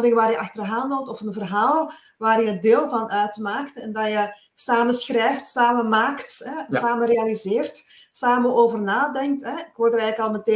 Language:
Dutch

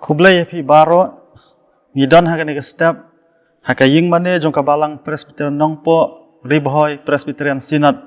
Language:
Khasi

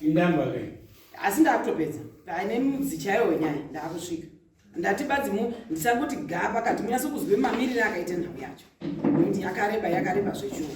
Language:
Shona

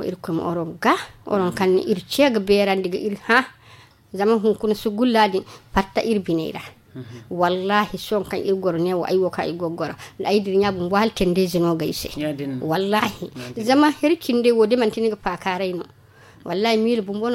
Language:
Zarma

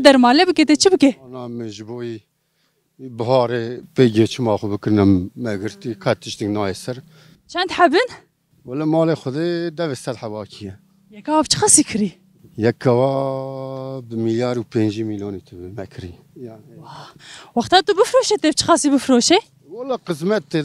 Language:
Kurdish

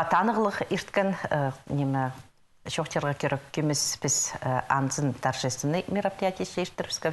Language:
Khakas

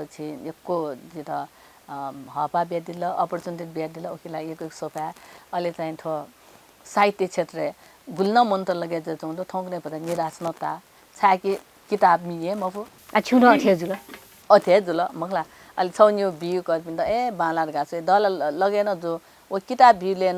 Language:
Newari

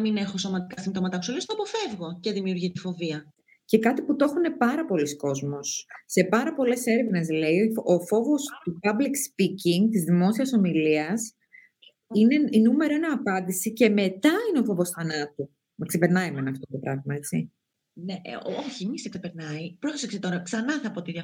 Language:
Greek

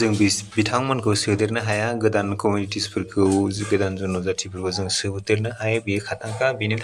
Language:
Bodo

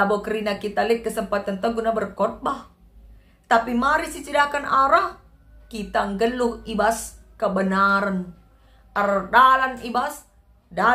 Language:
Batak Karo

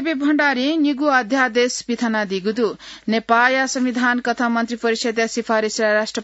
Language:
Newari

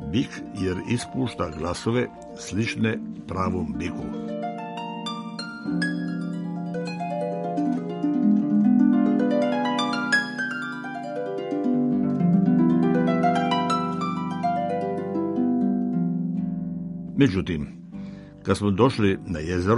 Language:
Croatian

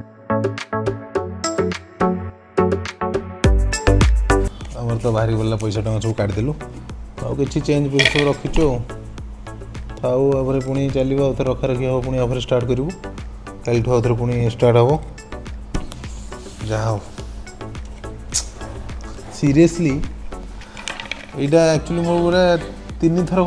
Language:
Odia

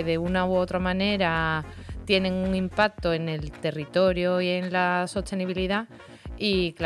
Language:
Spanish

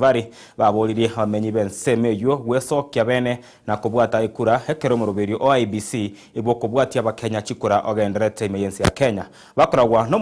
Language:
Gusii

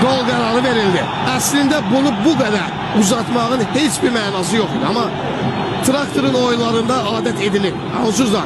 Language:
South Azerbaijani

